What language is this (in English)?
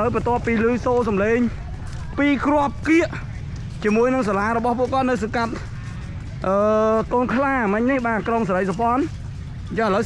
Khmer